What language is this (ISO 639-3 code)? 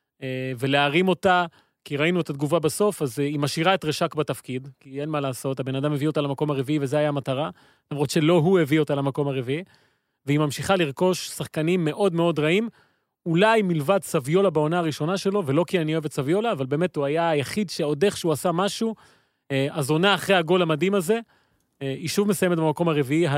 heb